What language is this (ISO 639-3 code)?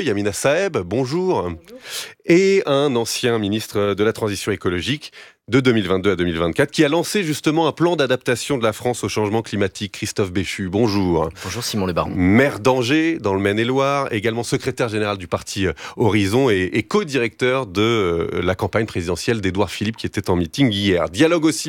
fra